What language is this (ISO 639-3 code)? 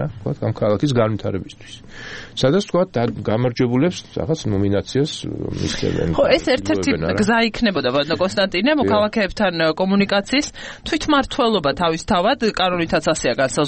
kat